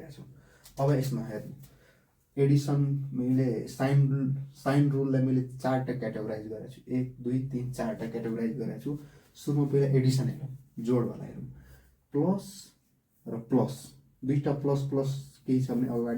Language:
Nepali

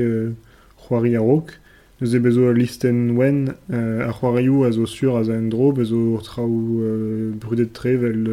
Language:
Breton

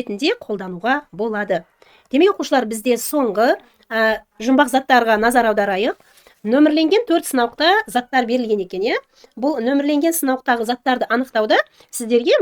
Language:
Kazakh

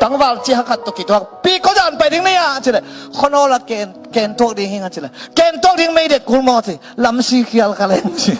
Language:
Tedim Chin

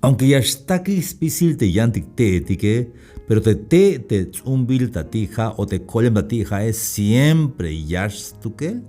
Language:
Tzeltal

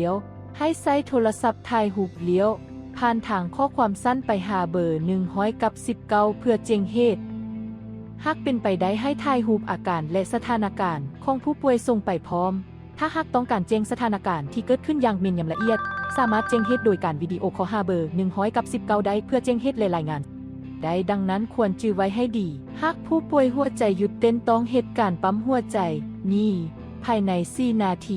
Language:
Lao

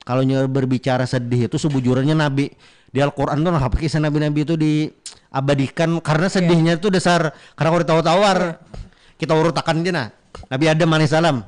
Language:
Banjar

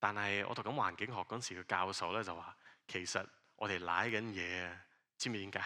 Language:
Cantonese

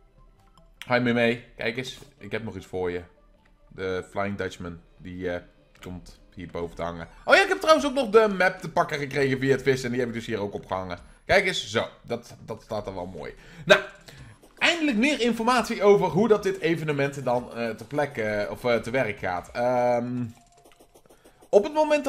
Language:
Dutch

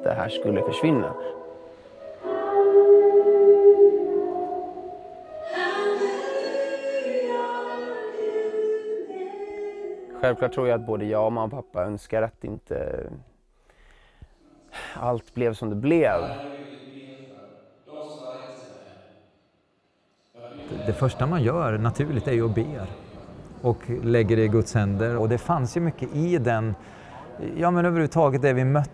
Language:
Swedish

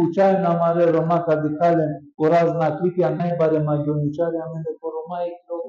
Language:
Balkan Romani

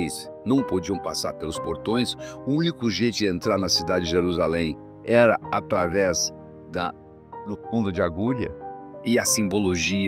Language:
Portuguese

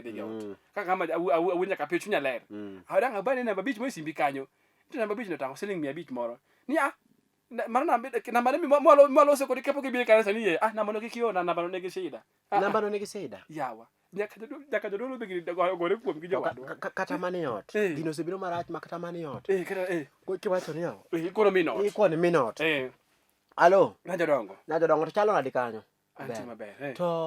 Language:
Luo (Kenya and Tanzania)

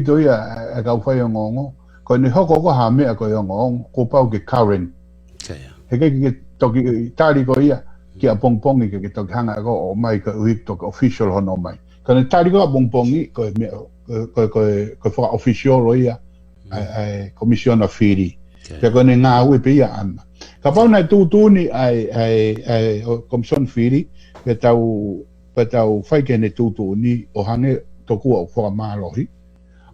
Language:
Tongan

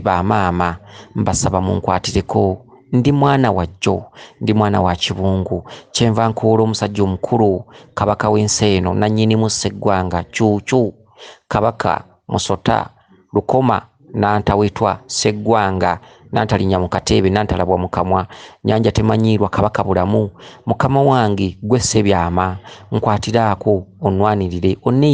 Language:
Ganda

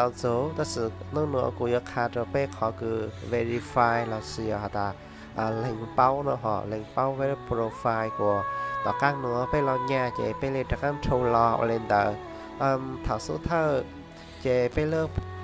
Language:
Hmong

